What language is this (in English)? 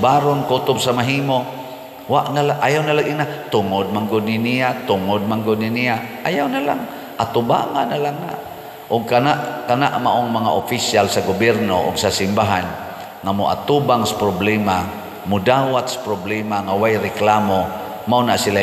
Cebuano